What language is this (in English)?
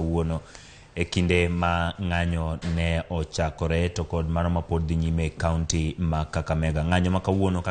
Luo (Kenya and Tanzania)